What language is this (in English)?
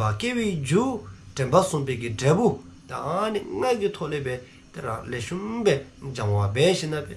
Dzongkha